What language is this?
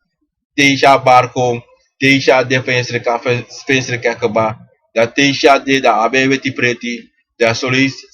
Sranan Tongo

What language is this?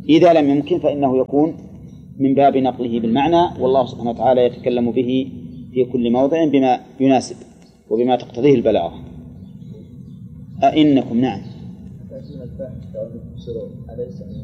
Arabic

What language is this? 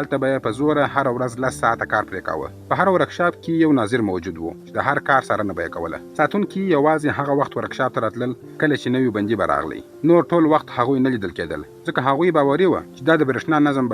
Pashto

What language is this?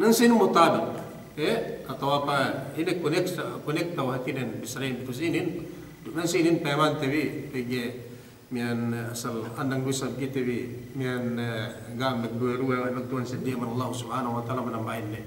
Yakan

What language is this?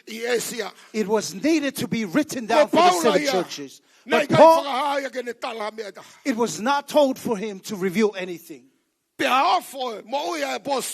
Tongan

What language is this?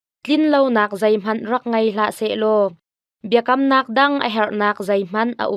Hakha Chin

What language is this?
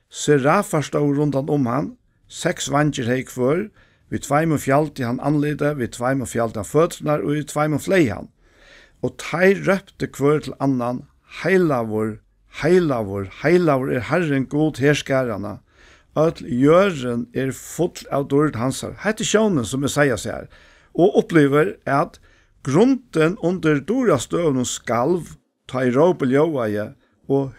Faroese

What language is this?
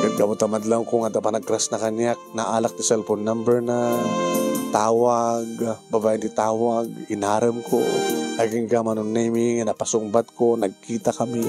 Iloko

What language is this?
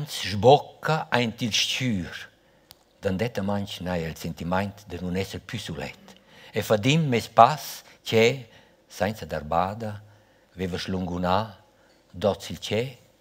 Romansh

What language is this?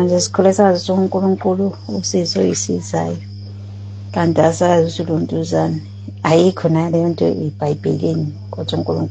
Zulu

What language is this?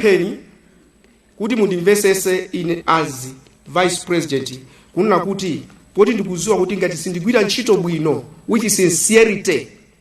Nyanja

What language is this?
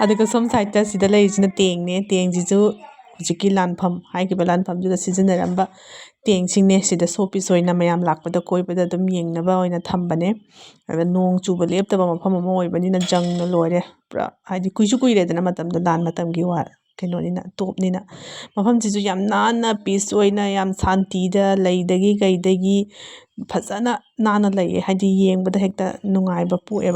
Manipuri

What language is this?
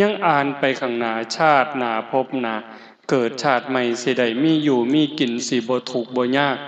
Northeastern Thai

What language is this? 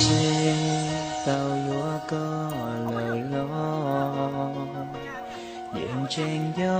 Hmong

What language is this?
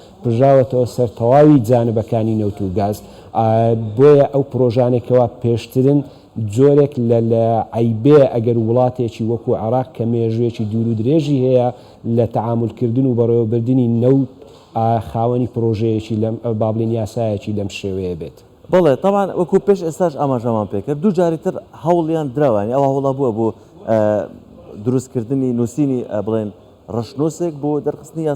Central Kurdish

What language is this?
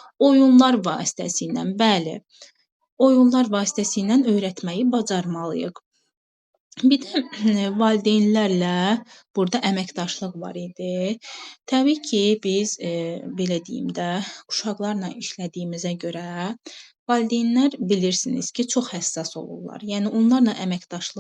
Azerbaijani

